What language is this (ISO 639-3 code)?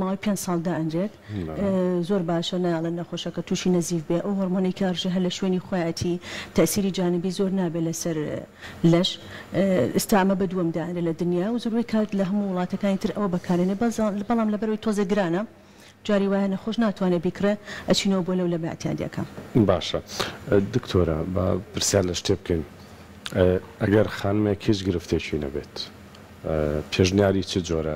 ckb